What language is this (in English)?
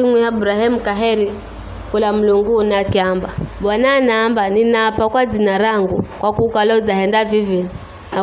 Giryama